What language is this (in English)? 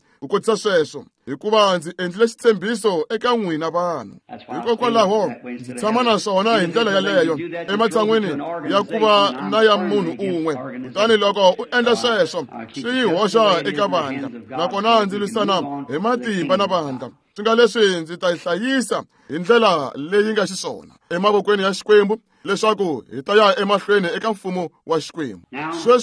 Tsonga